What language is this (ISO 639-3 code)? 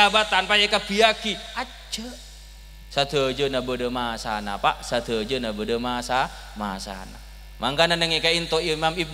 mad